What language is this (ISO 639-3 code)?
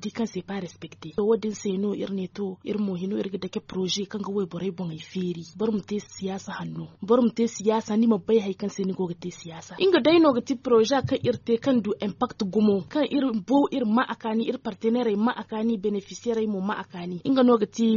dje